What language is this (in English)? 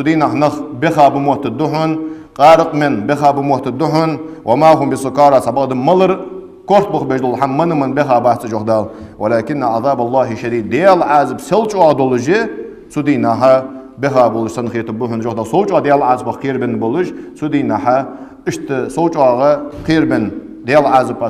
Ingush